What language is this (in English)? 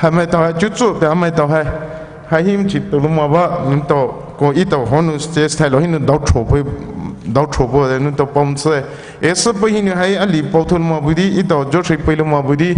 Poumei Naga